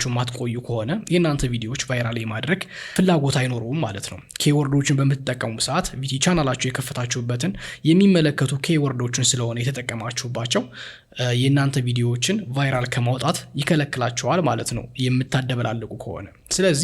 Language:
Amharic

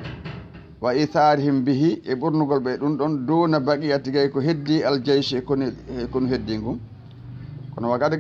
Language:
Fula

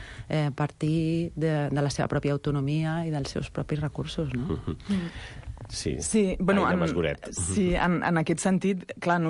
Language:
Catalan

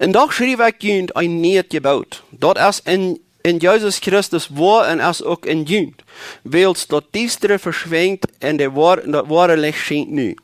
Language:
Plautdietsch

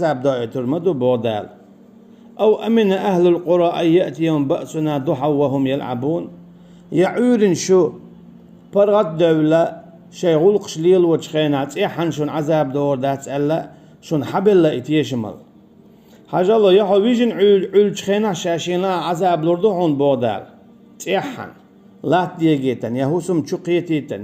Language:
Chechen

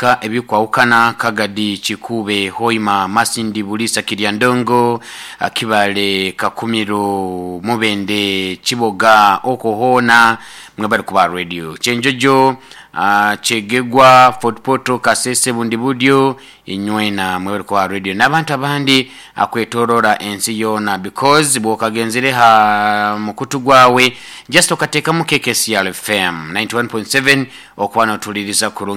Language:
Nyoro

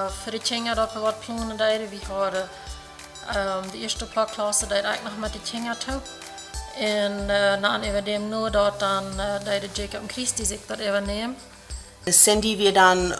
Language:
Plautdietsch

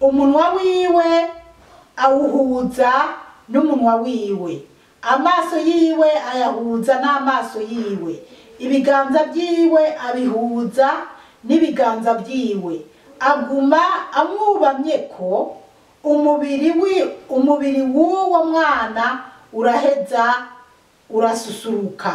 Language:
Rundi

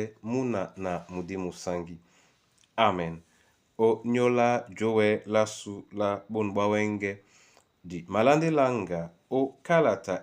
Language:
Duala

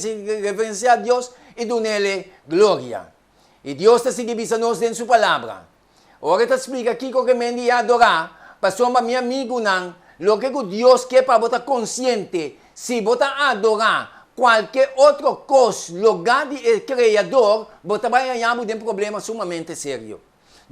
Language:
Papiamento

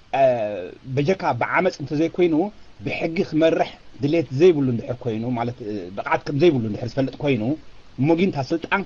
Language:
Tigrinya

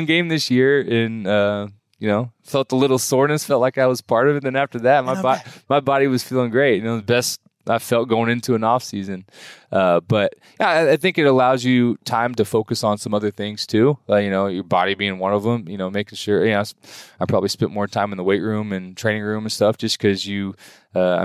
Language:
English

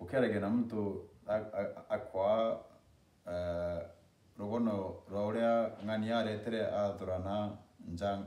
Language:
Meru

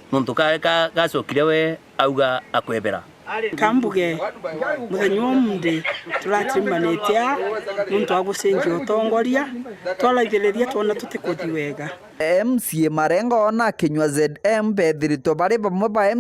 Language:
Meru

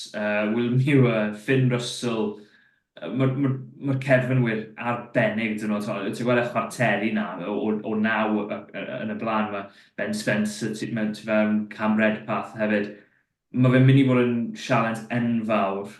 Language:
Welsh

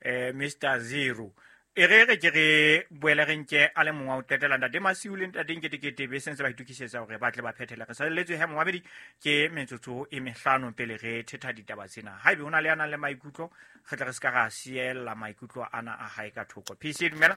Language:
Southern Sotho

